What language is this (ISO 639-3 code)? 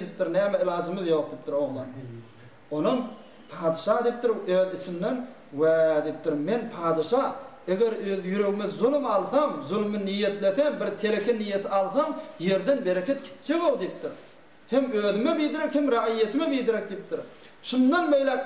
tuk